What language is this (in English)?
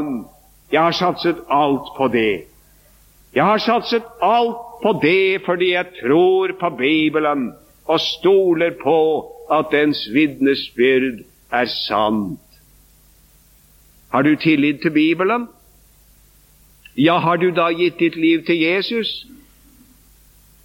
Norwegian